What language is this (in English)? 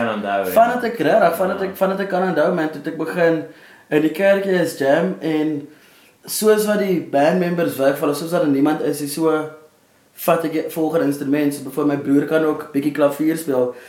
Afrikaans